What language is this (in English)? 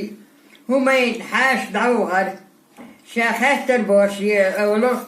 Chechen